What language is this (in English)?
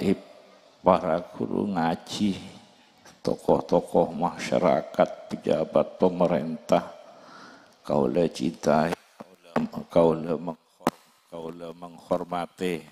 Madurese